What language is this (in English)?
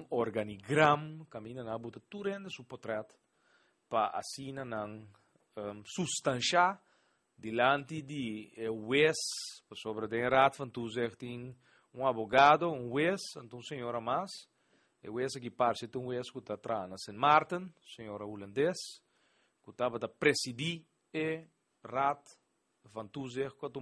Papiamento